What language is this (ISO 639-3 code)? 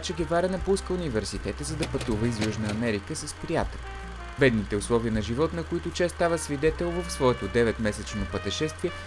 bul